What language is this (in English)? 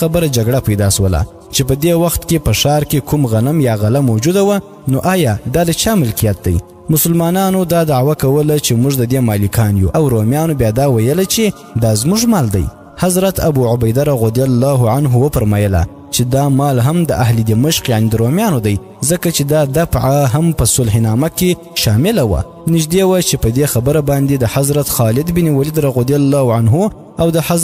Pashto